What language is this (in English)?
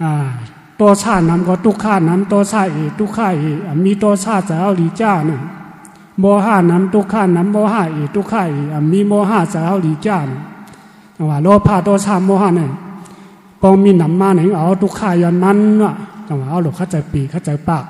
Shan